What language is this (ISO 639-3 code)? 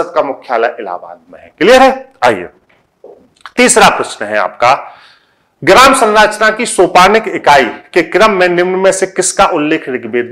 hin